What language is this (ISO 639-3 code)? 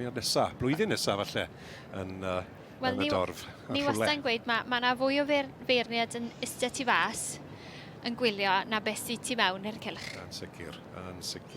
cym